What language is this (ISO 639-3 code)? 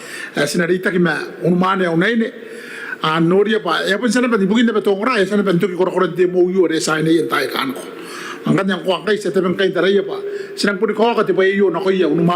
gil